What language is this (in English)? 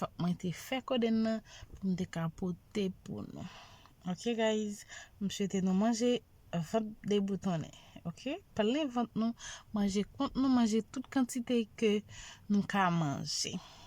Haitian Creole